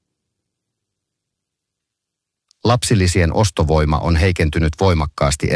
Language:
Finnish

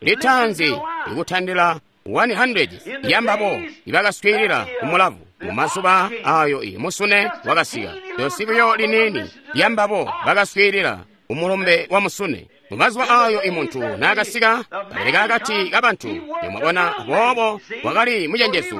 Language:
Tonga (Zambia)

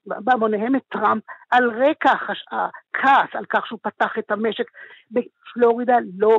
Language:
Hebrew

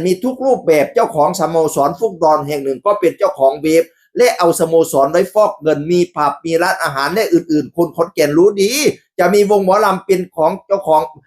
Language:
Northeastern Thai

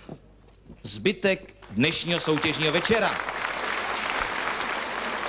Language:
Czech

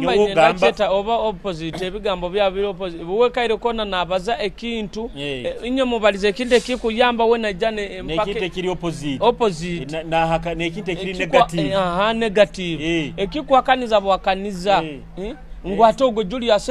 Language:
Nyoro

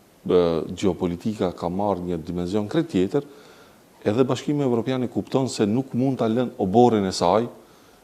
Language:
Albanian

